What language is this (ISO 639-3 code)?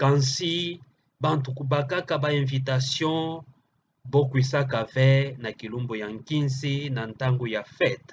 ktu